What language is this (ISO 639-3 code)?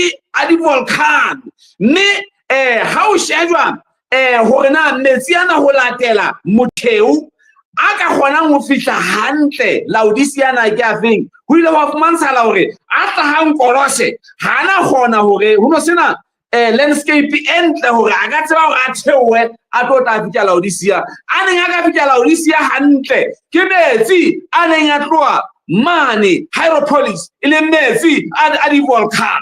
sot